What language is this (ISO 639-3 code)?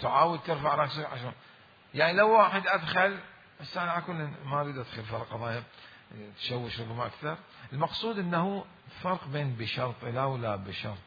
acm